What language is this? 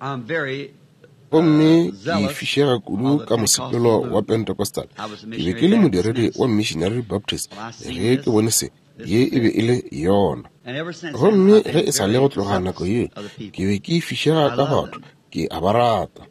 Northern Sotho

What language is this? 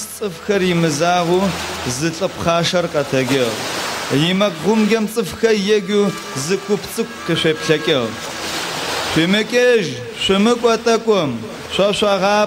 Adyghe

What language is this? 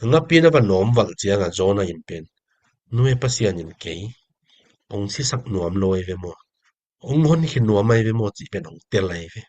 Tedim Chin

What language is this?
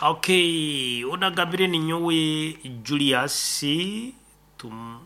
Nyankole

